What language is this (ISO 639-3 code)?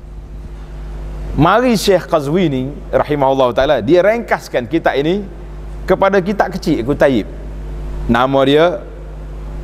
msa